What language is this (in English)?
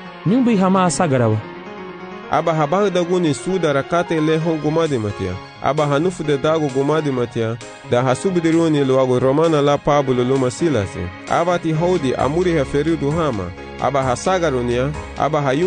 Garifuna